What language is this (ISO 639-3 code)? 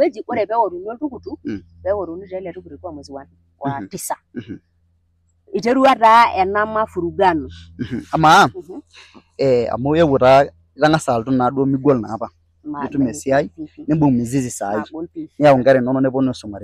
mas